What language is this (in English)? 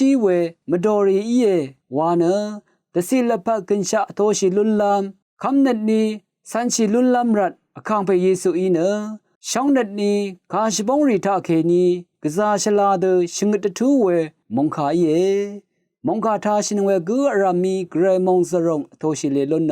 Rawang